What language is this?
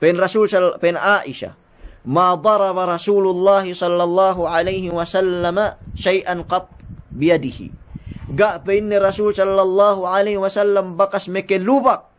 Yakan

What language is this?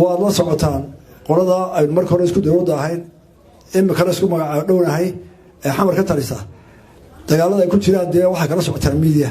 Somali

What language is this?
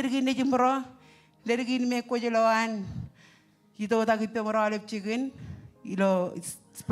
Marshallese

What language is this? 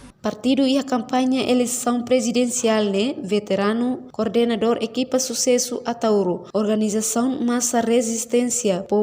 Tetum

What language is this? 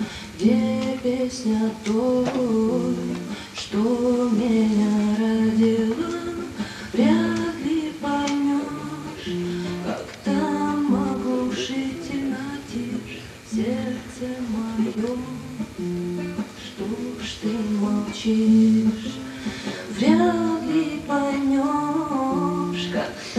Russian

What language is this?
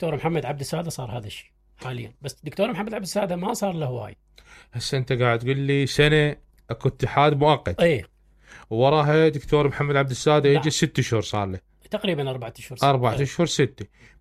Mesopotamian Arabic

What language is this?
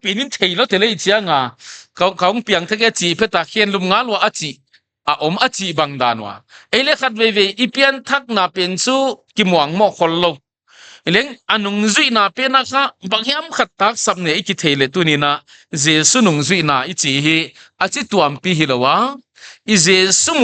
Paite Chin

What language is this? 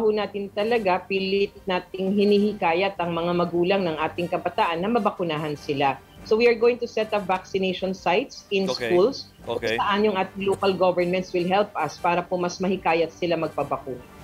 Filipino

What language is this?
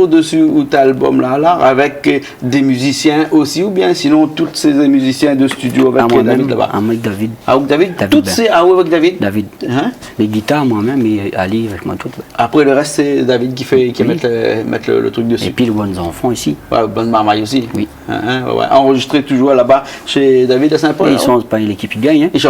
Réunion Creole French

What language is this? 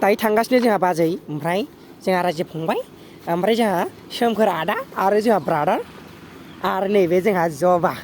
Bodo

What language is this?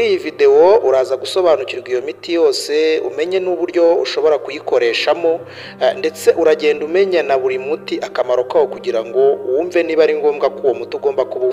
Kinyarwanda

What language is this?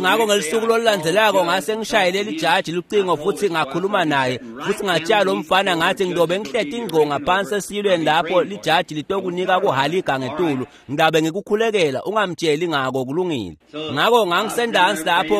Swati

